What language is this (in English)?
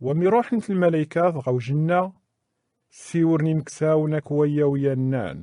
Kabyle